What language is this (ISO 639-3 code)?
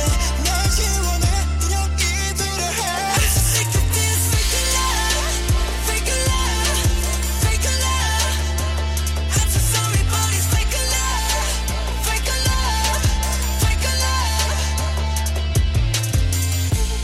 eng